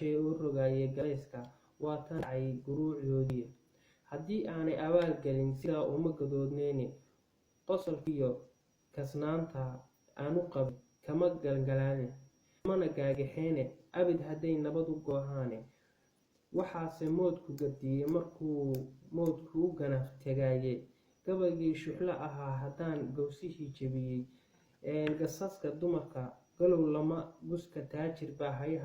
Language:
Somali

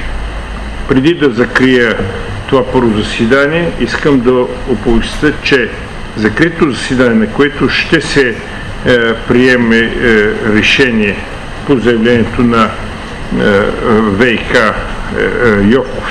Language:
Bulgarian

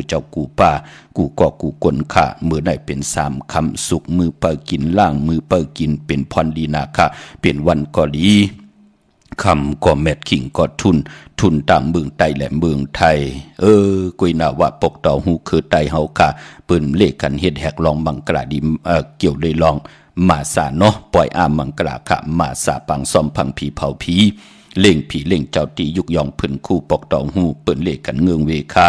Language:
Shan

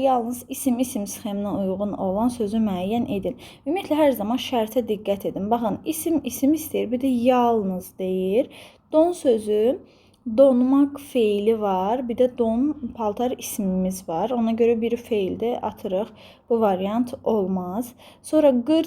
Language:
Azerbaijani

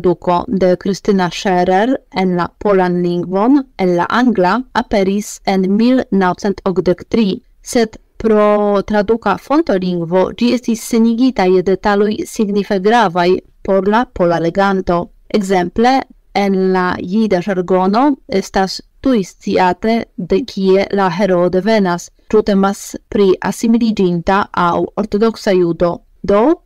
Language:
Esperanto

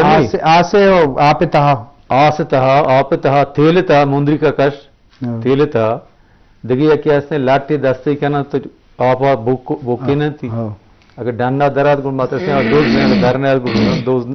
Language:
Eastern Balochi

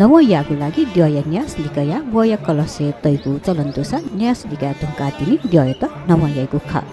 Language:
Newari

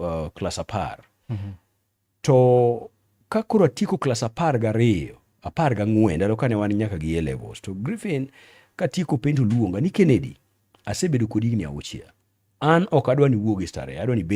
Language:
Luo (Kenya and Tanzania)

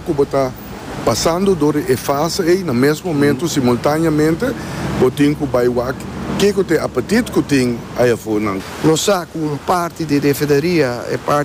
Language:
Papiamento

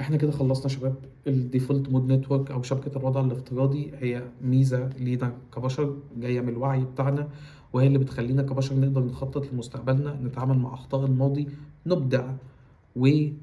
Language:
Egyptian Arabic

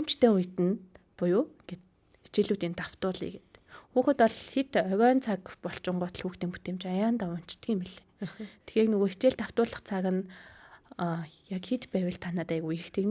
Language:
Mongolian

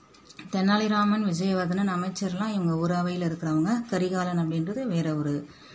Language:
Tamil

